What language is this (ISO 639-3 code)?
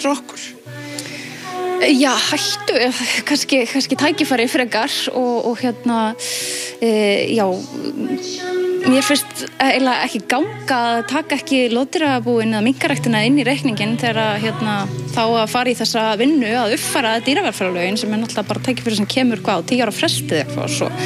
isl